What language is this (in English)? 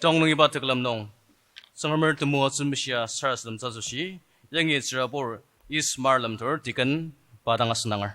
Ao Naga